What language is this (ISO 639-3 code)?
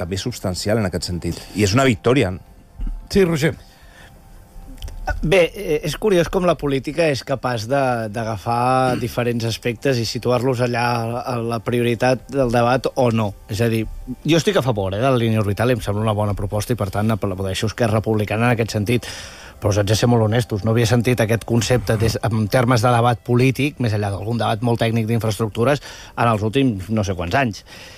cat